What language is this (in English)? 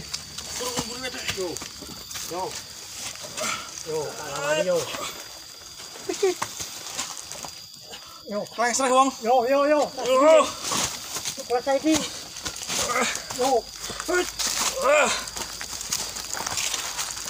Javanese